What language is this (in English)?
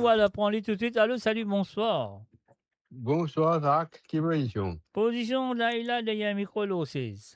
Morisyen